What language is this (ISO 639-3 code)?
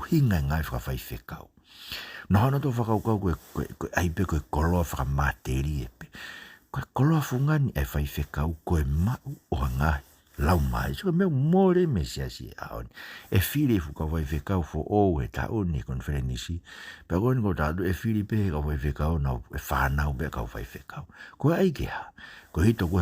ton